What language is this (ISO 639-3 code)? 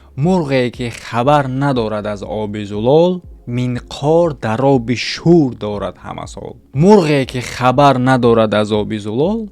tgk